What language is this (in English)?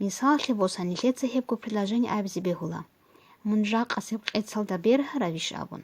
Avaric